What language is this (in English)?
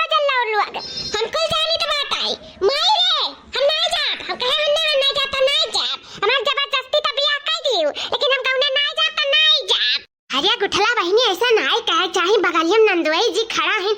Awadhi